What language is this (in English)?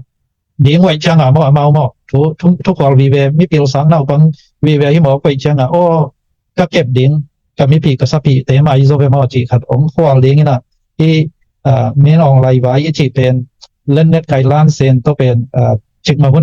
Tedim Chin